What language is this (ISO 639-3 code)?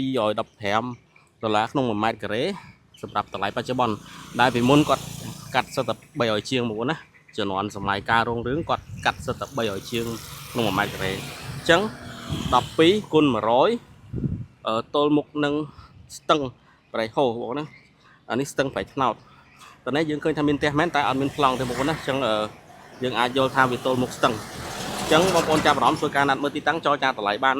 khm